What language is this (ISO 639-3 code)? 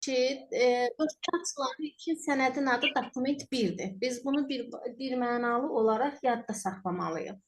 aze